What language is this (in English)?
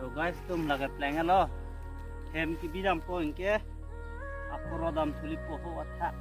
Karbi